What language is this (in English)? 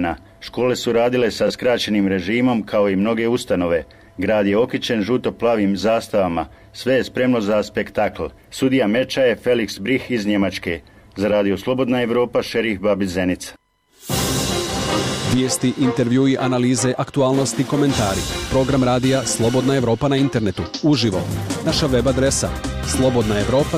Bosnian